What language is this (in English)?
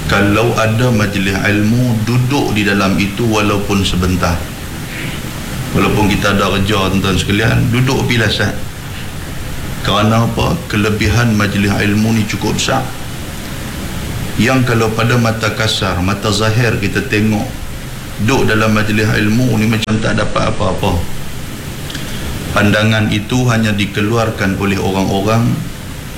Malay